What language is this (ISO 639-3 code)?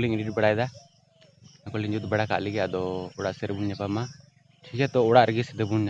sat